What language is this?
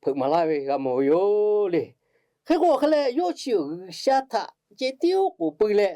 Lahu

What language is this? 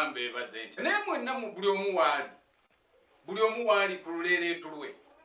Ganda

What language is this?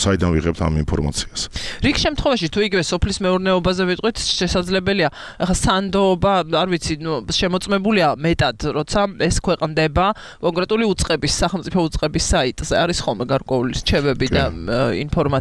Georgian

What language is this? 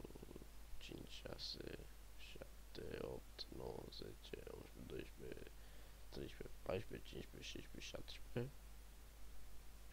Romanian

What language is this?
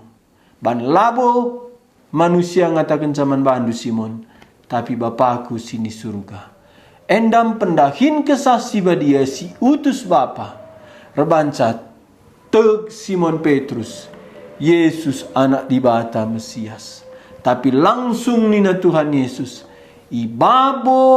Batak Karo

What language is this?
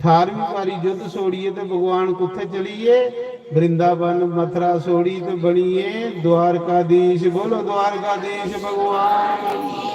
Dogri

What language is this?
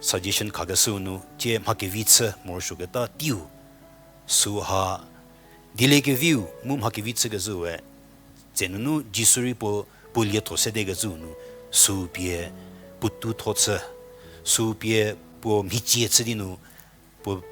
Angami Naga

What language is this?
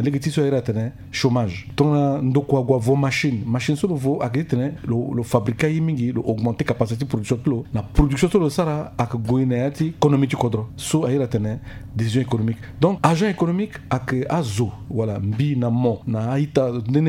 Sango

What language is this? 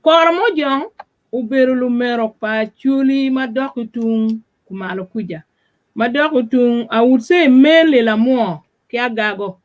Acoli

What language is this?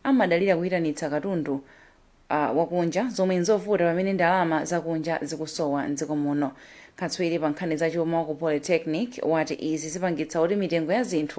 Nyanja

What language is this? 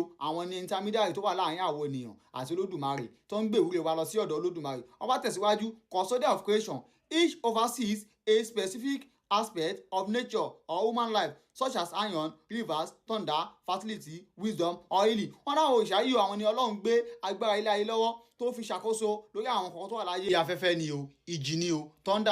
Yoruba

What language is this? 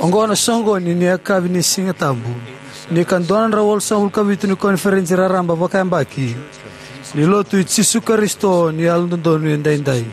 Fijian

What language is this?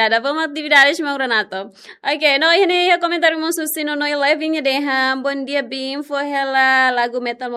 Tetum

